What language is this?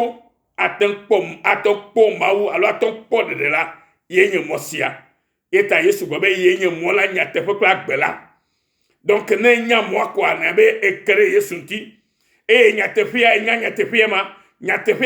Ewe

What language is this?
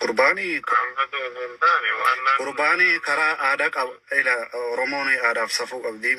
Oromo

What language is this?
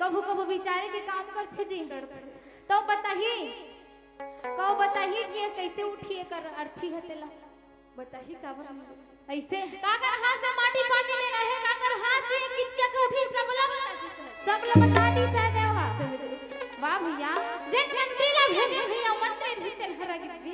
Chhattisgarhi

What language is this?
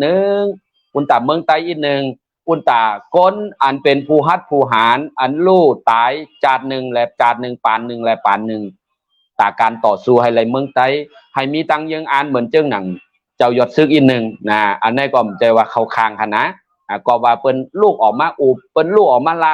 Shan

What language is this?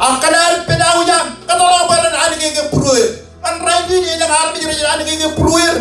Marshallese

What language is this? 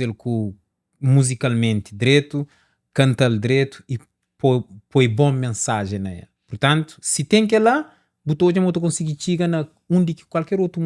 Kabuverdianu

